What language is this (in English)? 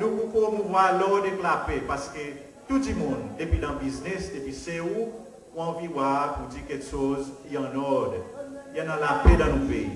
Seselwa Creole French